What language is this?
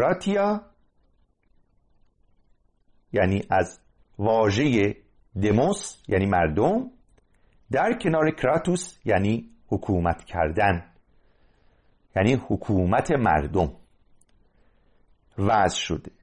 Persian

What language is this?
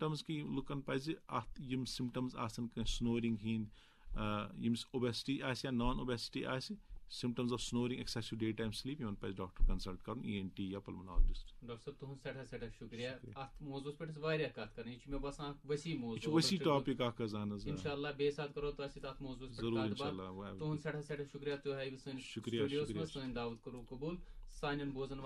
Kashmiri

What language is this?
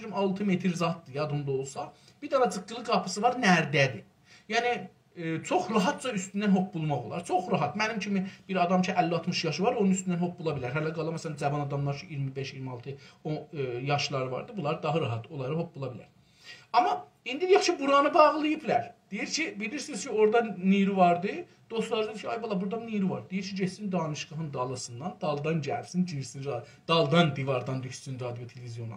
South Azerbaijani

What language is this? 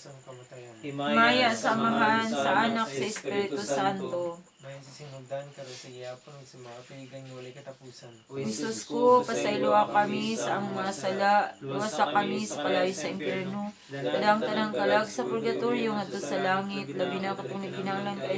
Cebuano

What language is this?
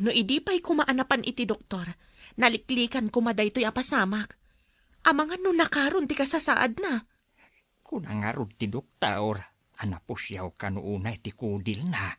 Iloko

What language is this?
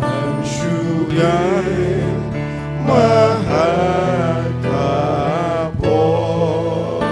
Khasi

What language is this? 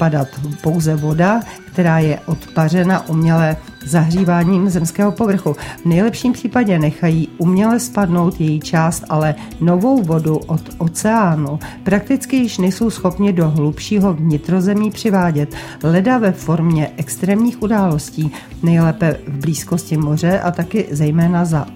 Czech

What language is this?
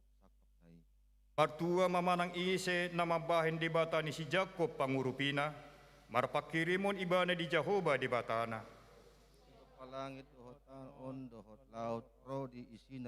Batak Toba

